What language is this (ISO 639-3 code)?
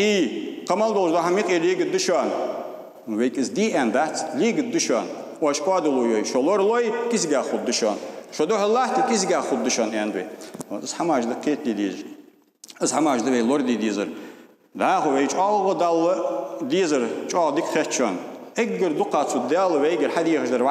inh